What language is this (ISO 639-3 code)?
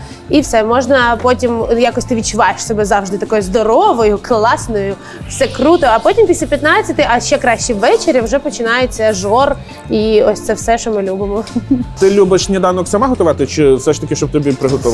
ukr